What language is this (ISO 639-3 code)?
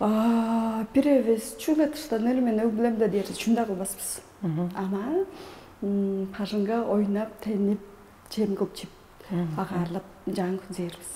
tyv